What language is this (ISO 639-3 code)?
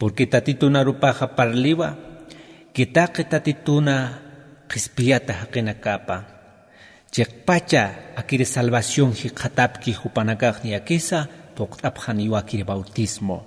aym